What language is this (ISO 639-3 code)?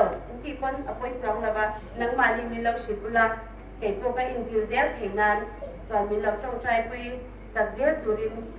hmr